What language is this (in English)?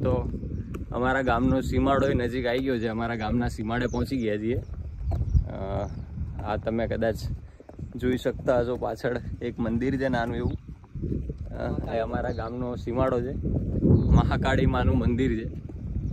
Gujarati